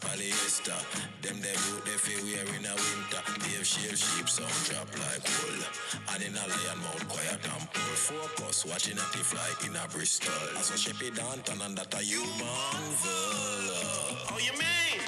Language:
Jamaican Creole English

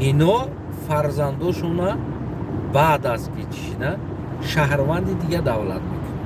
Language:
Tajik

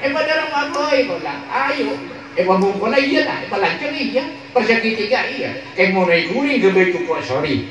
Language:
Madurese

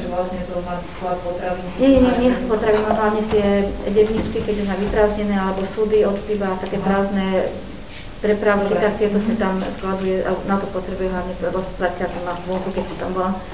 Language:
Slovak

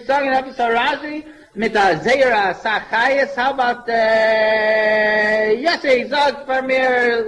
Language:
Yiddish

